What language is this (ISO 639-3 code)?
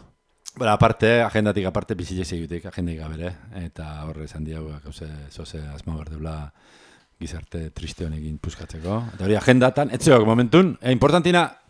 eus